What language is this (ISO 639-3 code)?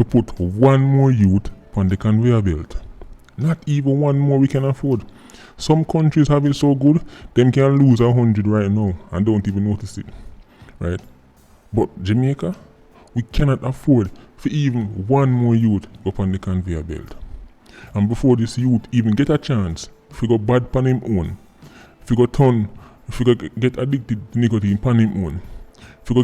jam